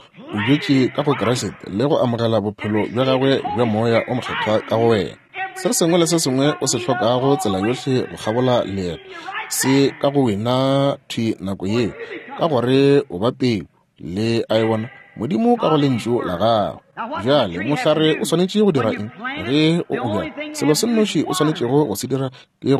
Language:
Northern Sotho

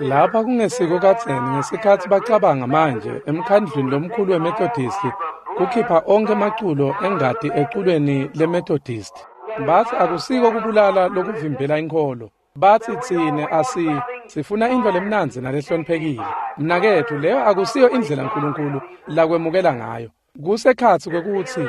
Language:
Swati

